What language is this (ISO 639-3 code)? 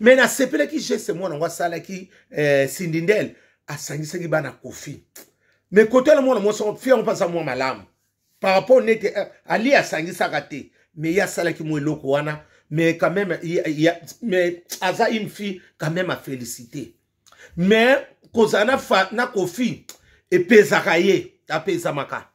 lin